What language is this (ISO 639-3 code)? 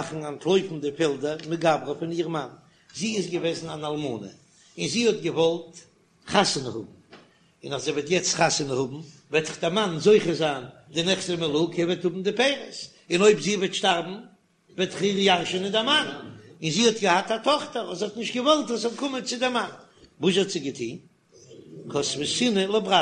yid